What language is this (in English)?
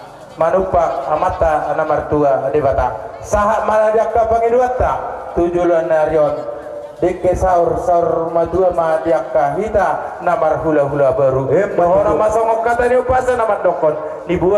Batak Toba